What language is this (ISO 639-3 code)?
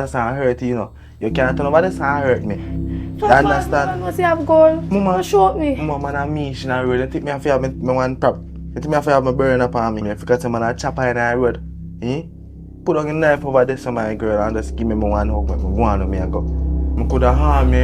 jam